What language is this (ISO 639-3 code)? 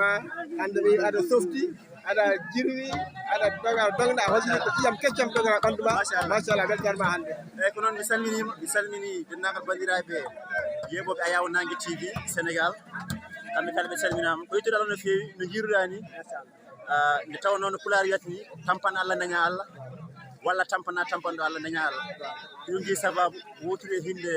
ful